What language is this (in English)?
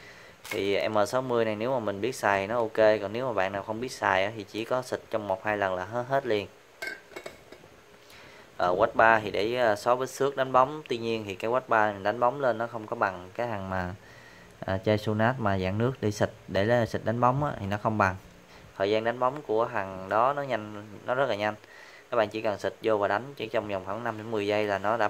Vietnamese